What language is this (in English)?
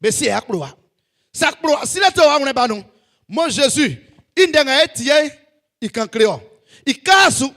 Baoulé